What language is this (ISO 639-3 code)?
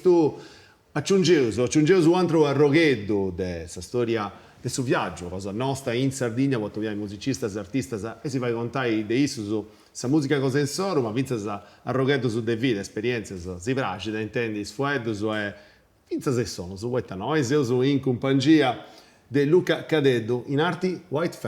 srd